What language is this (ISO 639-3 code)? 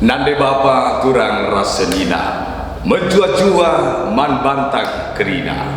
btx